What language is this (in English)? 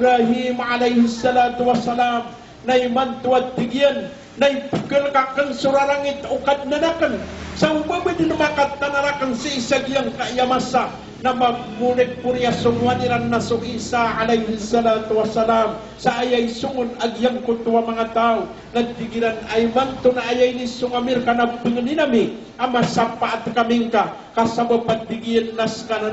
Maranao